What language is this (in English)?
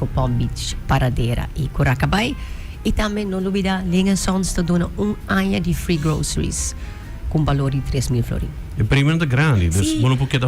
Papiamento